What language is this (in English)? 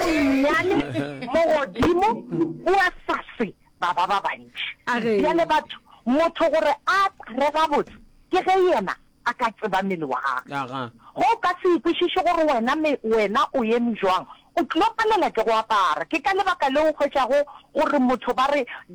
Northern Sotho